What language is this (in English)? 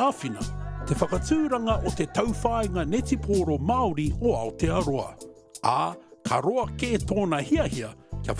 Māori